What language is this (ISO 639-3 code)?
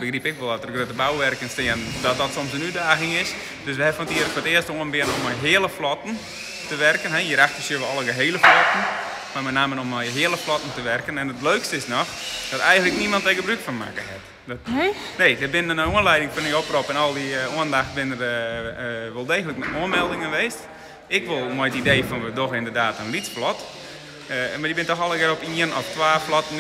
fry